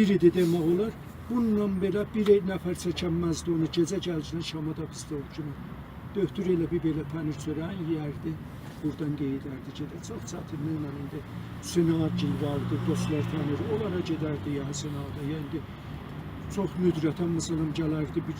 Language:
South Azerbaijani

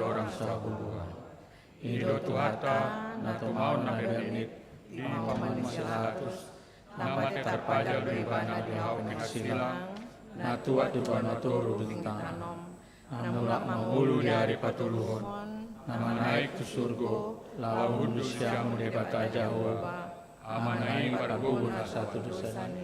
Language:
Batak Toba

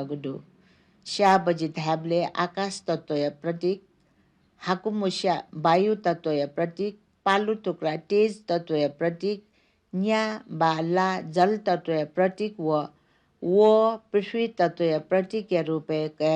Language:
Newari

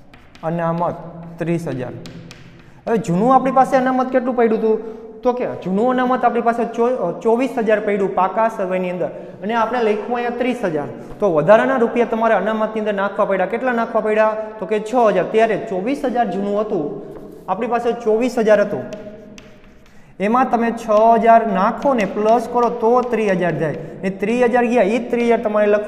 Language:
Gujarati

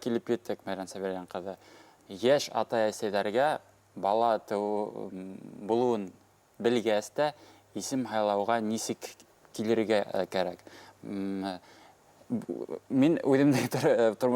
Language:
Bashkir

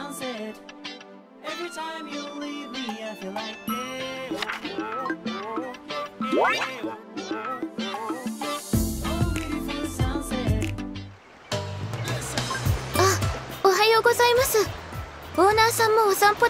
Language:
Japanese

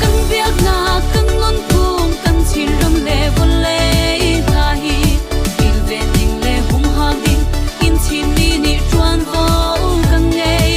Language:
Hakha Chin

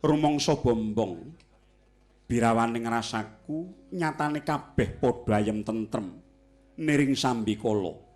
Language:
Javanese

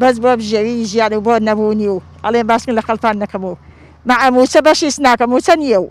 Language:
Central Kurdish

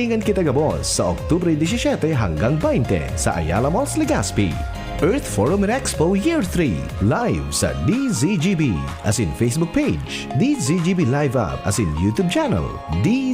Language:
Bikol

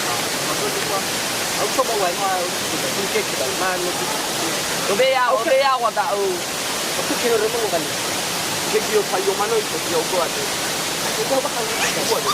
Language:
Nias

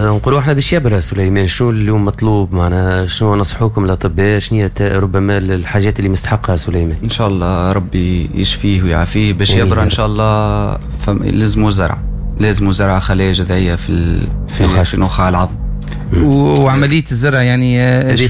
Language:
Tunisian Arabic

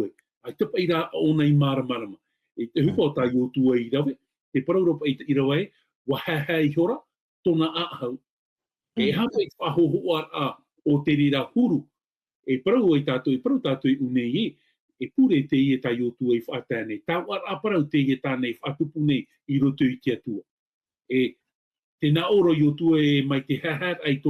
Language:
Tahitian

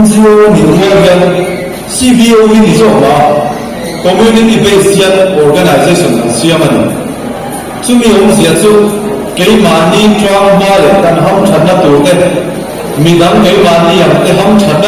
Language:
Mizo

